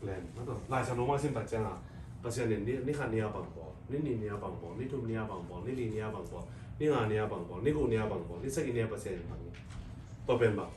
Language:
Tedim Chin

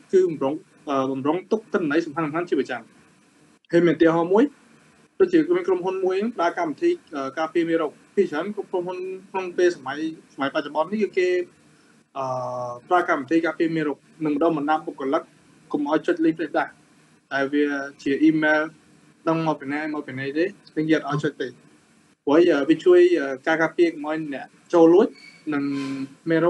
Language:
Khmer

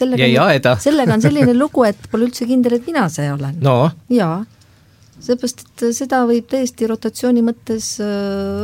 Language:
Estonian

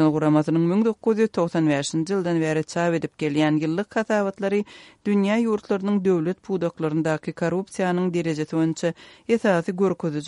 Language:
Turkmen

